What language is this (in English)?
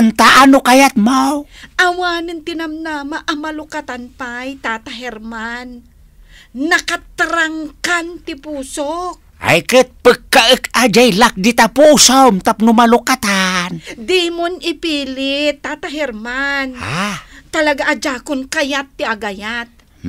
Iloko